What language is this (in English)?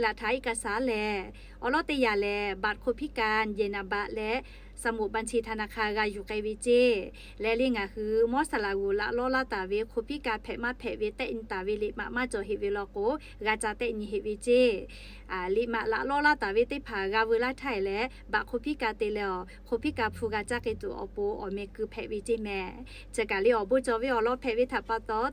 Lahu